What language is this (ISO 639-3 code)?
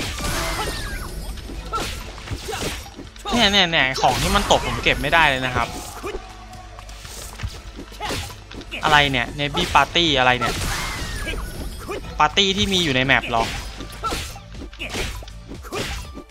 tha